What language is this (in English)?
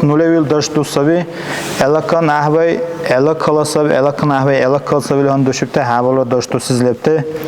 Dargwa